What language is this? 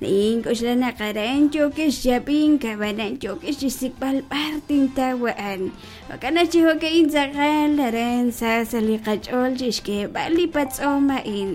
Kekchí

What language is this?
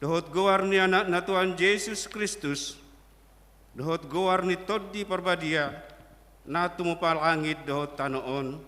Batak Toba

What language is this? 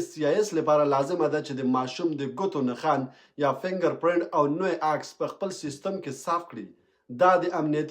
Pashto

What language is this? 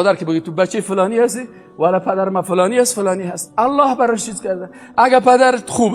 Persian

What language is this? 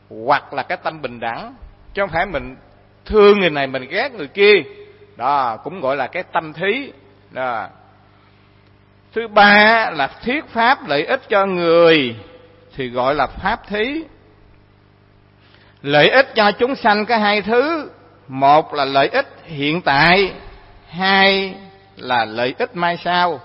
Vietnamese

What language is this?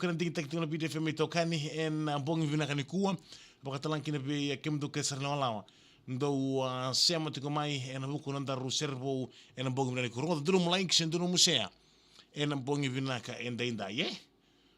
Fijian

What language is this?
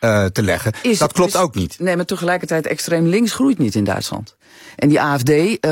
Dutch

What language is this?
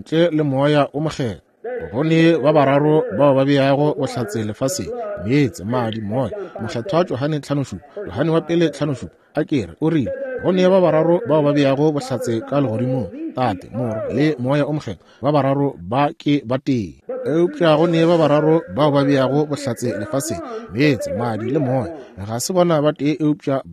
Northern Sotho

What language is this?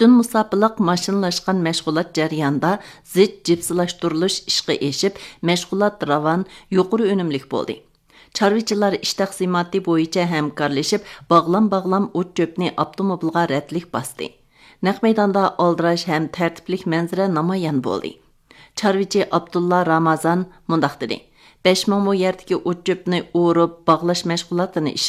Uyghur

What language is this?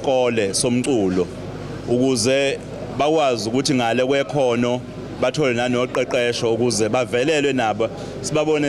Zulu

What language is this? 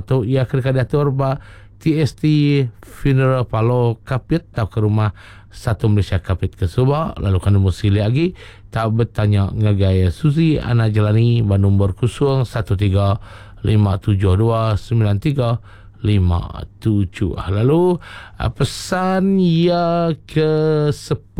Iban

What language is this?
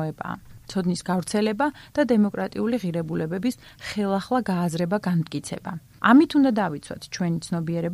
Georgian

